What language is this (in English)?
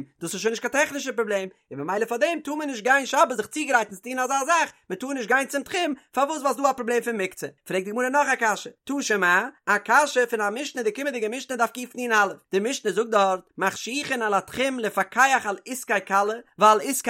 Yiddish